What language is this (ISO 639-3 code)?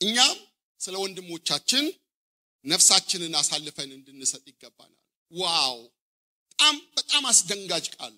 amh